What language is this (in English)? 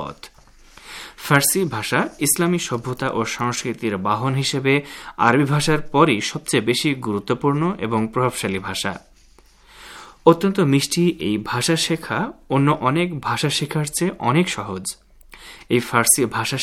Bangla